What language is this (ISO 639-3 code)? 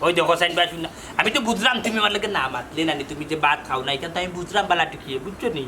syl